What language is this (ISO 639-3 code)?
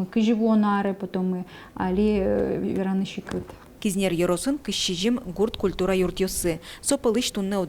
udm